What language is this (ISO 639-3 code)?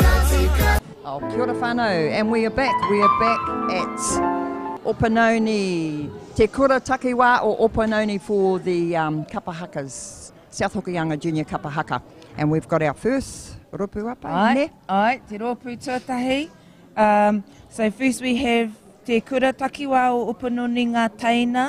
mri